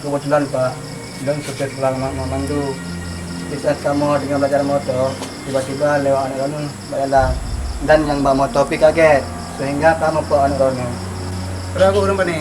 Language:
Achinese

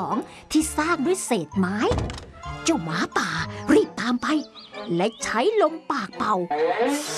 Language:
Thai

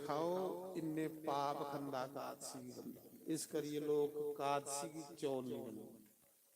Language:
Dogri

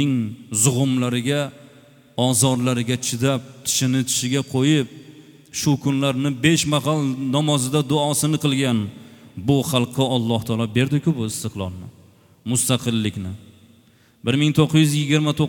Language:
Uzbek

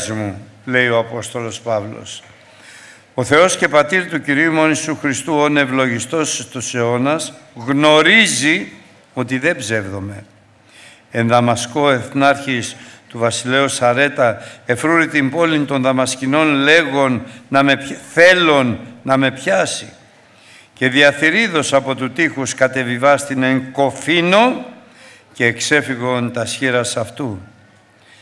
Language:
Greek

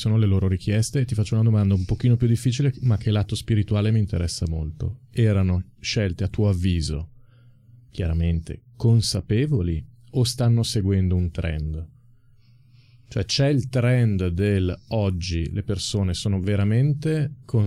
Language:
Italian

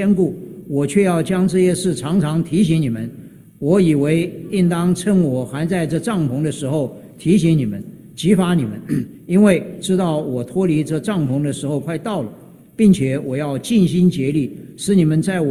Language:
Chinese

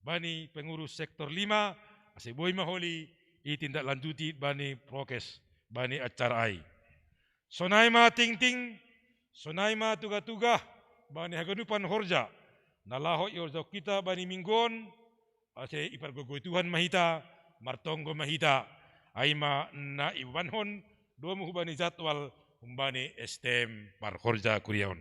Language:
Batak Simalungun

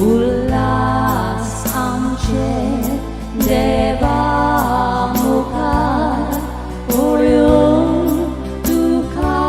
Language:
Konkani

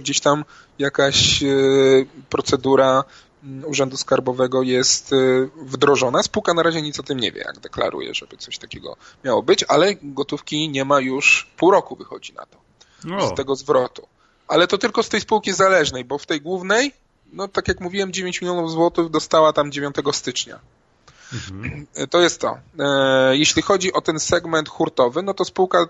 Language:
Polish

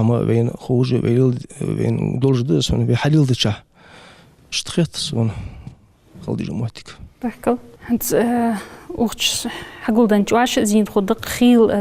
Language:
Ingush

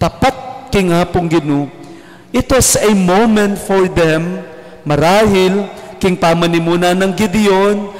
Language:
Pampanga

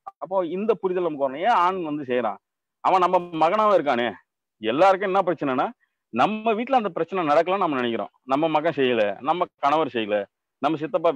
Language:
Tamil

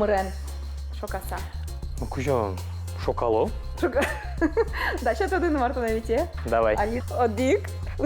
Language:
Udmurt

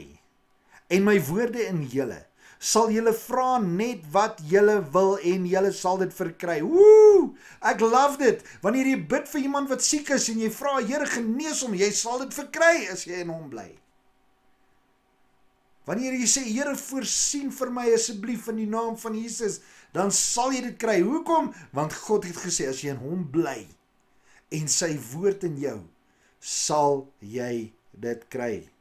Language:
Afrikaans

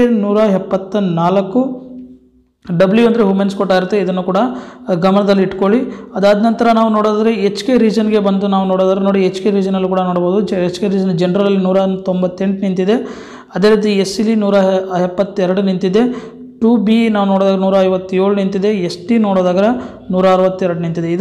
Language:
Kannada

